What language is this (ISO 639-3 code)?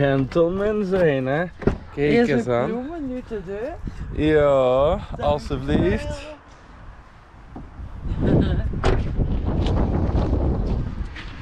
nld